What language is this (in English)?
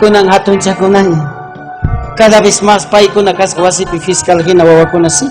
Ayacucho Quechua